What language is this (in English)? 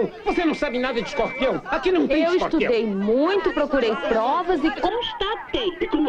Portuguese